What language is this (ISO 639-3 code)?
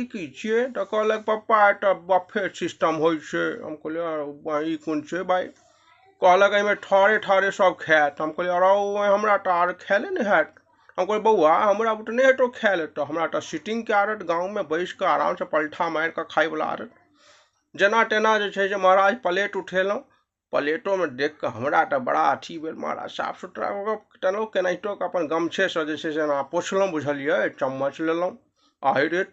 mai